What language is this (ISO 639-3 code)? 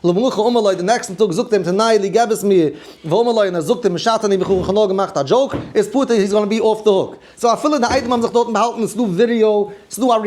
yid